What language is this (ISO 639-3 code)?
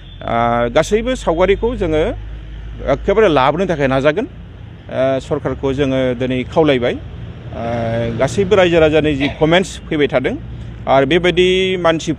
brx